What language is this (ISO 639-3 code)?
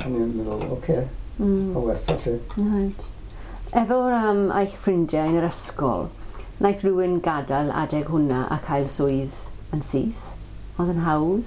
cym